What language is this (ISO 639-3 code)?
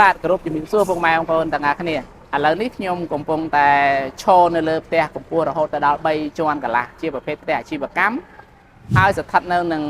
khm